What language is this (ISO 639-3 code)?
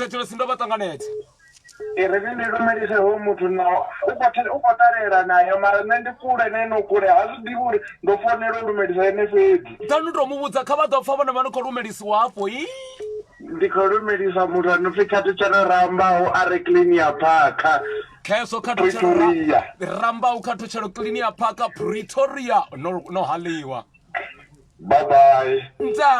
ven